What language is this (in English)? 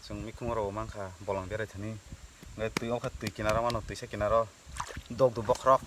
Kok Borok